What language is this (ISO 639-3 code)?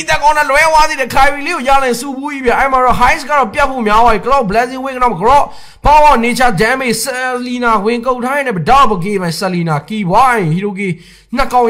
mya